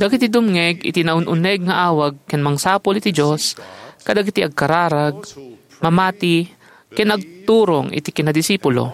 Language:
Iloko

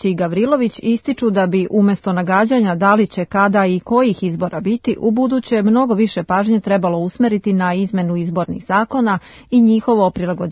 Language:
Serbian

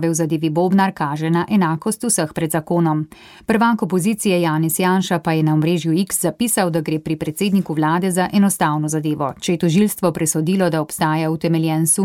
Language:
Slovenian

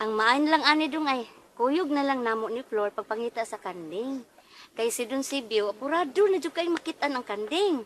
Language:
Cebuano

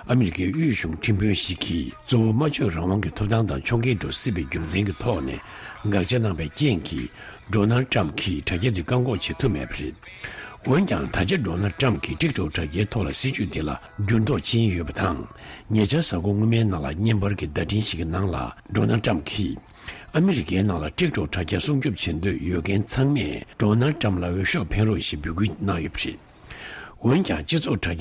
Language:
Tibetan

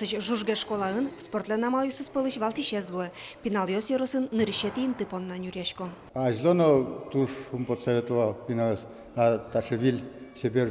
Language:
Udmurt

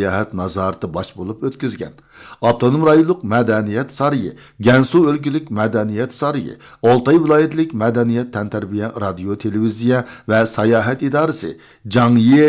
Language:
Uyghur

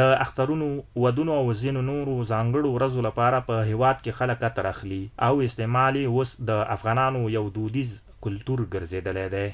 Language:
Pashto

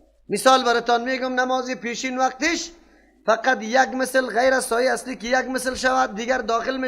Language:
Persian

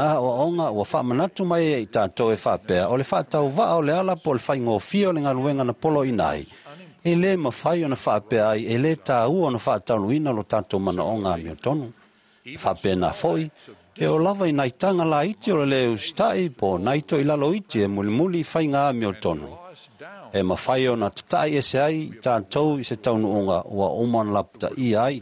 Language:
Samoan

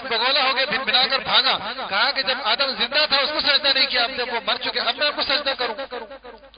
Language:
Urdu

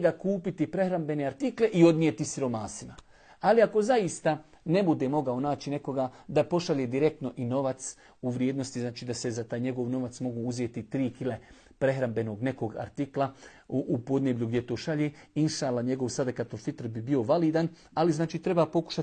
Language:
Bosnian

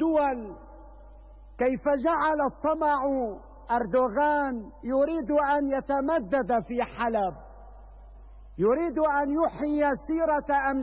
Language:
Arabic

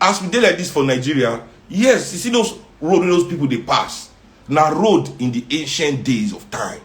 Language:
Nigerian Pidgin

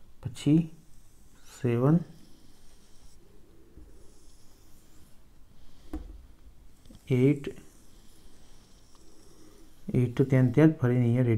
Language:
Gujarati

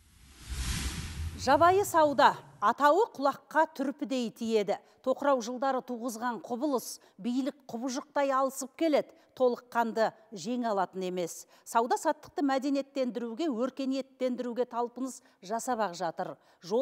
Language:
Kazakh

